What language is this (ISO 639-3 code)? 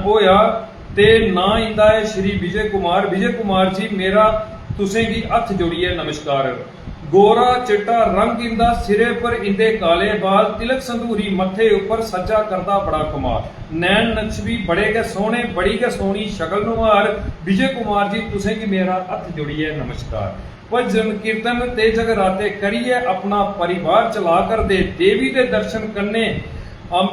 doi